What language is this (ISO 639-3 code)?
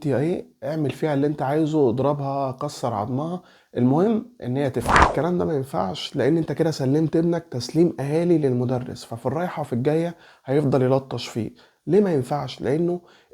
arz